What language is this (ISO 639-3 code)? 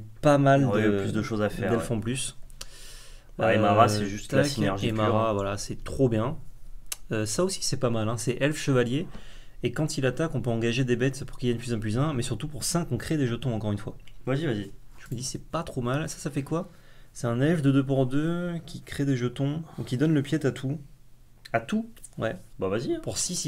fra